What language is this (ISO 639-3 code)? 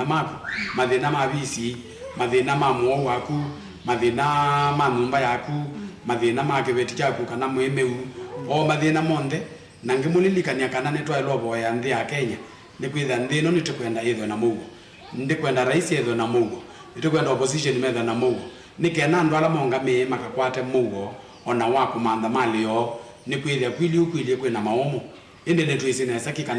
kam